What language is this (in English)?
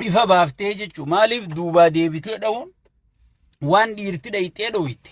Oromo